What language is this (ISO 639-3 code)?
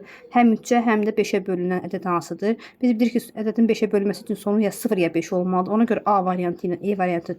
aze